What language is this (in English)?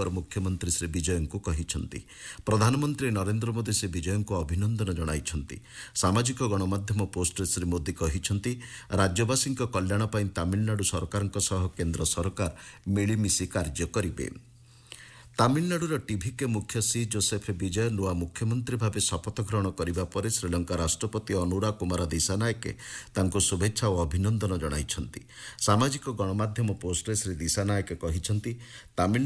Odia